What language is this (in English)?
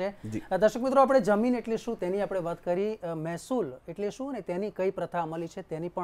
Gujarati